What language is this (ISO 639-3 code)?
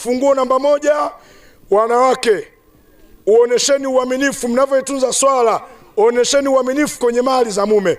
swa